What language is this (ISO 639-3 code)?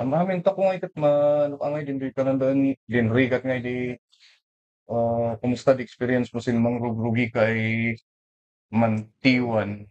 kne